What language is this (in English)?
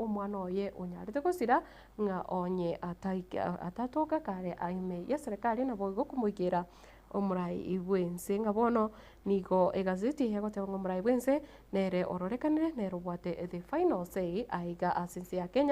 Gusii